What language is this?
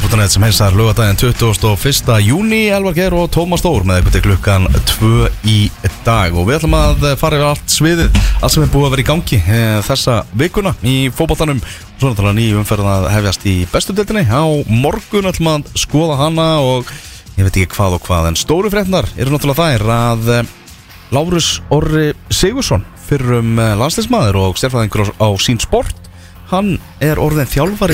Icelandic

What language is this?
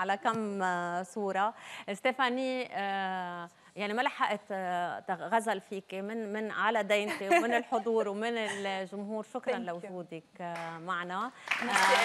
North Levantine Arabic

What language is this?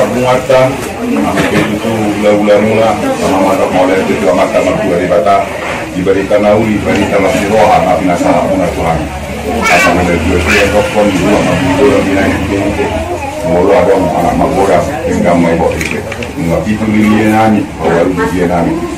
Batak Toba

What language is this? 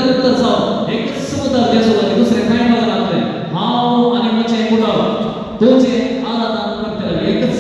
Konkani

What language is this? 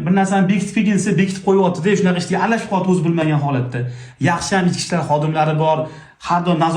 Uzbek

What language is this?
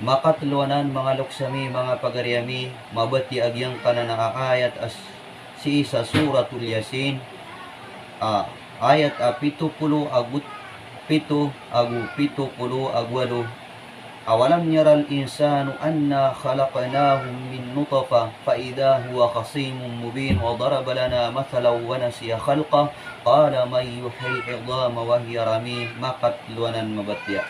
Maranao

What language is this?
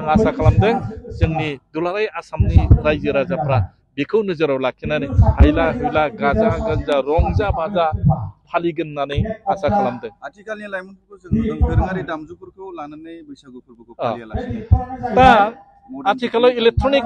Bodo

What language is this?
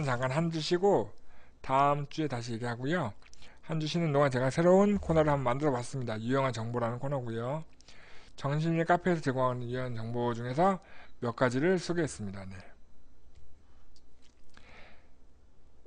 Korean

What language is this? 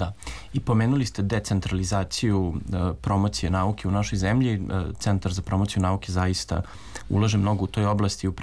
Serbian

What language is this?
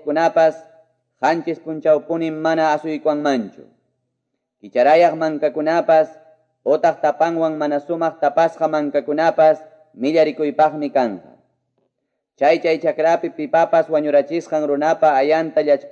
Quechua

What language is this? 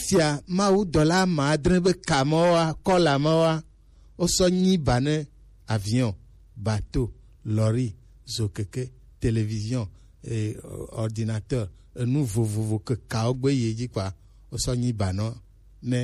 Gen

